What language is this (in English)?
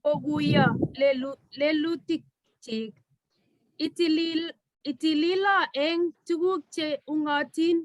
Kalenjin